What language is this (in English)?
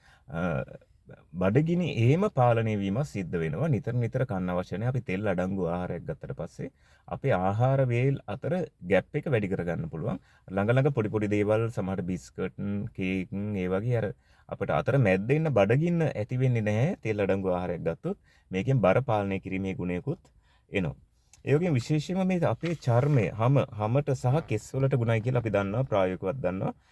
Sinhala